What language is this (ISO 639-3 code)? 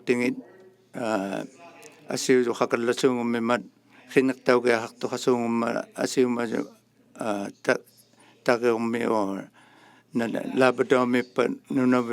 iku